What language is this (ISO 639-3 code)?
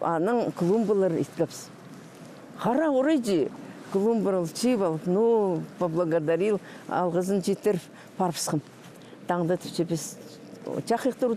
kjh